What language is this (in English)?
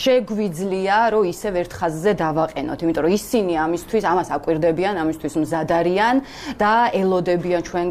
Georgian